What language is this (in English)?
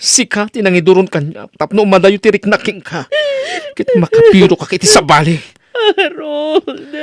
Iloko